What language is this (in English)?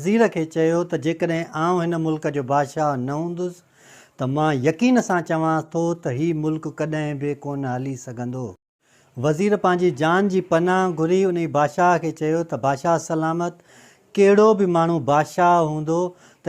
Sindhi